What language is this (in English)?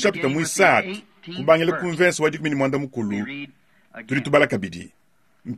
Luba-Lulua